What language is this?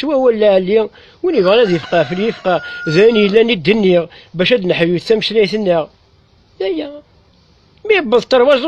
Kabyle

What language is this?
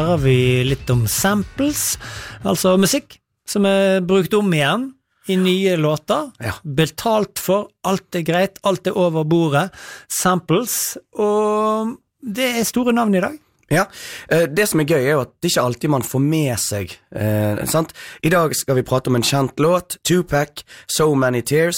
Norwegian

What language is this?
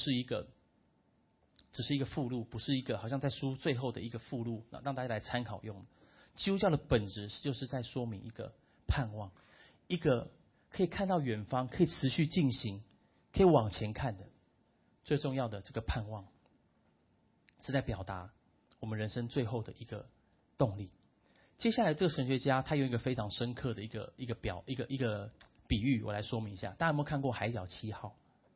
Chinese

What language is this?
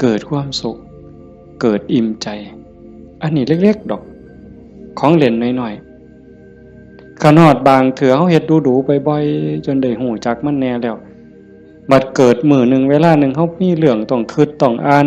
Northeastern Thai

